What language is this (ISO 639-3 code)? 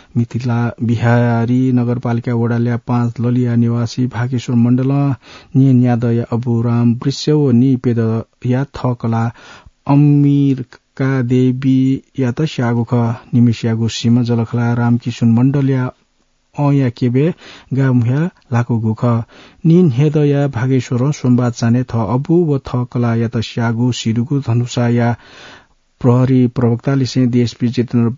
new